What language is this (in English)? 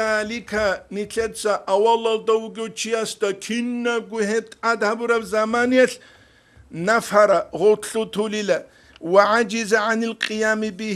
Avaric